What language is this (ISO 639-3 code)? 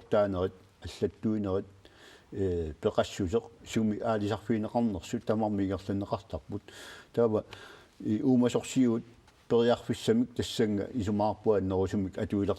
kal